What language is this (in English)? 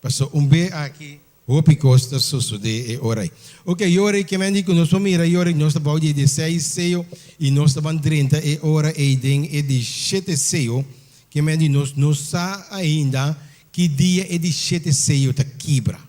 Papiamento